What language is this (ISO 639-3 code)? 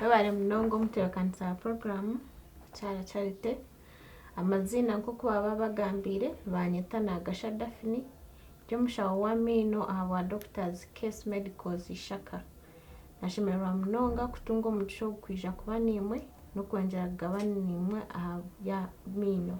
nyn